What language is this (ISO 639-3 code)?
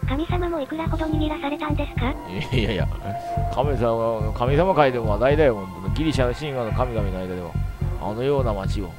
jpn